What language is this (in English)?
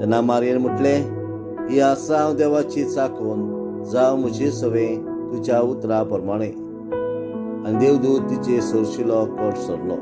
Konkani